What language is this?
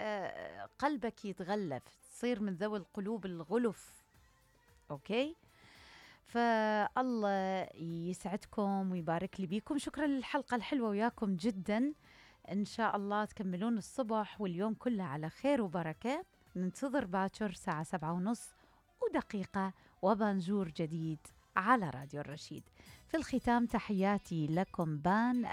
Mesopotamian Arabic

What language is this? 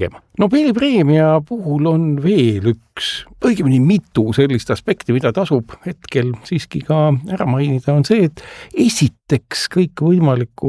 Estonian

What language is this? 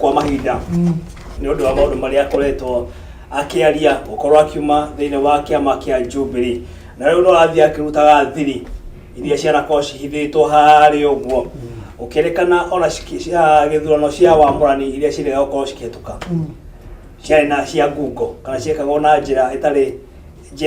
Kikuyu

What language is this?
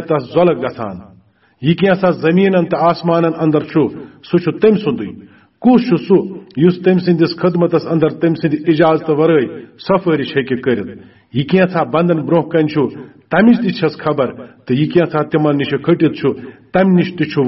Kashmiri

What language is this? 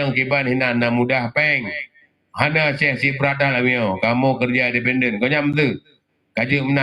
Achinese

